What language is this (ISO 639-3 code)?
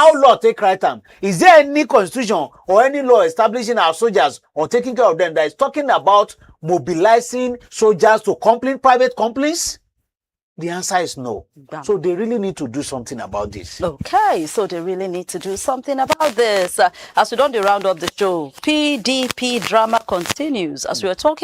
pcm